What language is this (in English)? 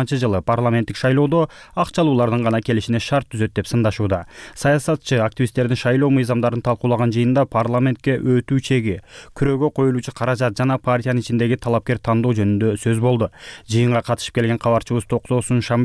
Kyrgyz